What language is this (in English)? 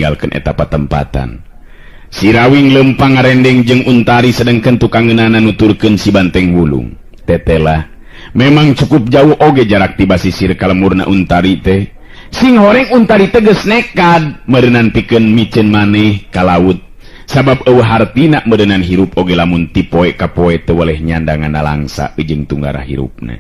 Sundanese